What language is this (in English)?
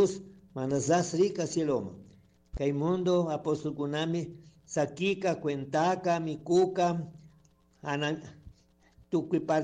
Chimborazo Highland Quichua